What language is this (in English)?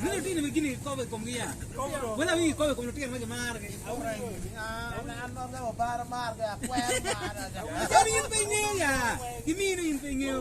Acoli